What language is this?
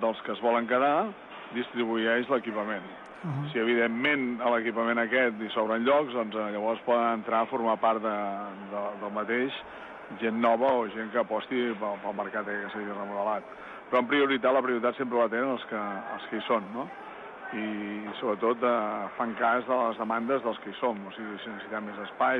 Catalan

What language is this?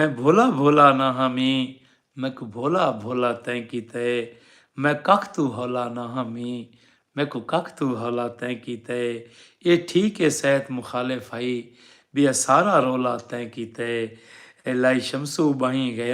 Saraiki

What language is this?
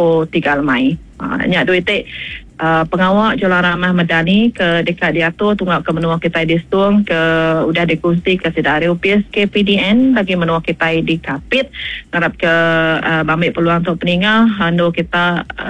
Iban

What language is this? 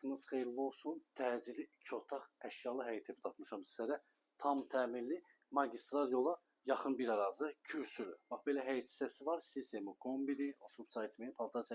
Azerbaijani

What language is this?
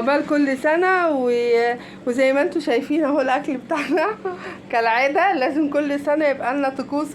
Egyptian Arabic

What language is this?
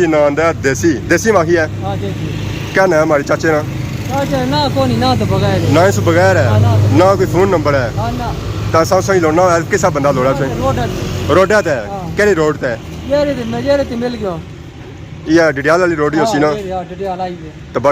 Pahari-Potwari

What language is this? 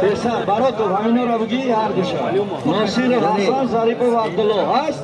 Tajik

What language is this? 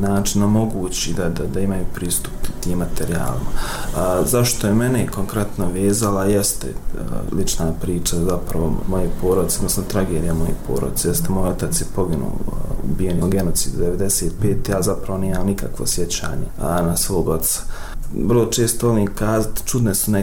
Bosnian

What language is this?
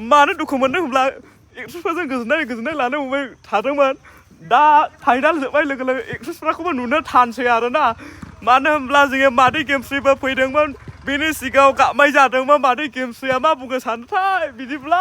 Bodo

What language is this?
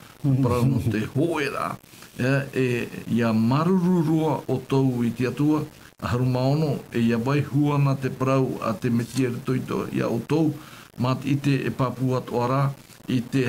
Tahitian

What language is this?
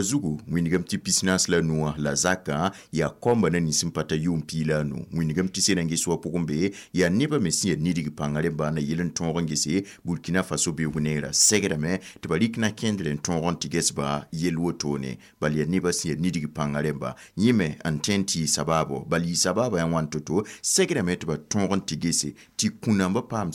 Mossi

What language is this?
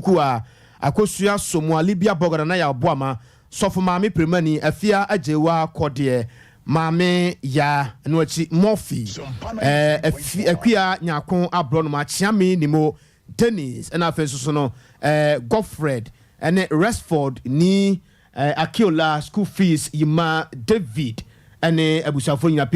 Akan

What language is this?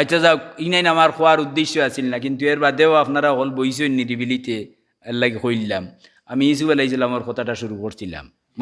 Sylheti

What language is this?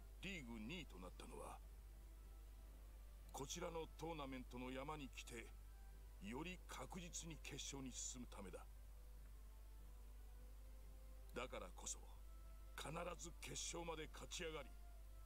Japanese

